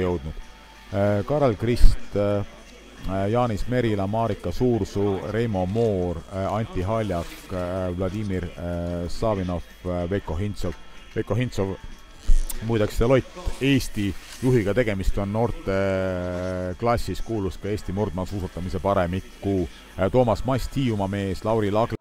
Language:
Estonian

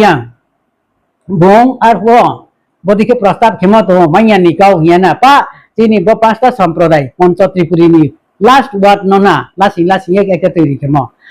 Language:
Riang (India)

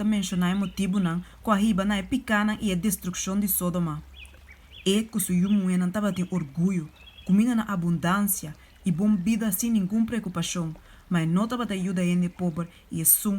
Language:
Papiamento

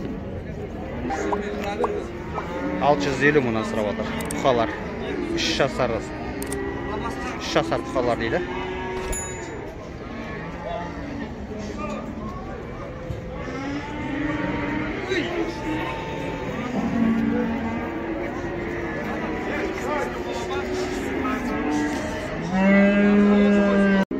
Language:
Kazakh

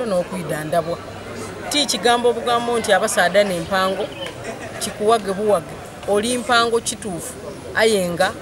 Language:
Soga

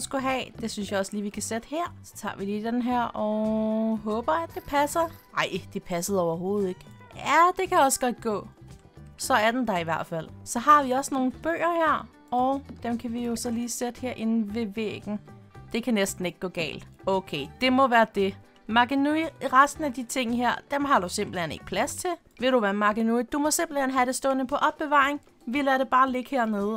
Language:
Danish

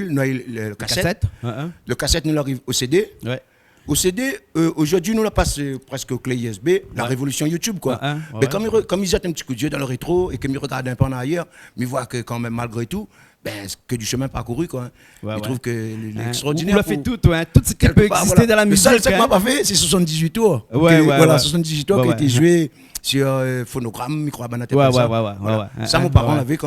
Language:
Réunion Creole French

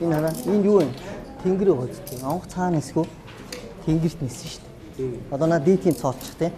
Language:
Mongolian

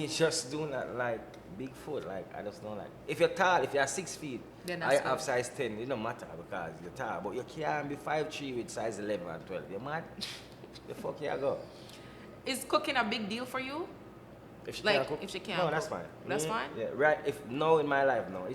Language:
Jamaican Creole English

